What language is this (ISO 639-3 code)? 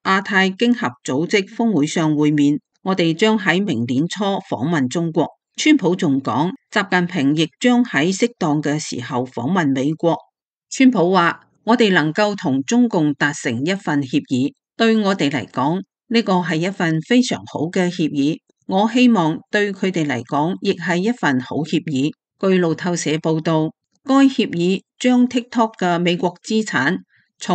yue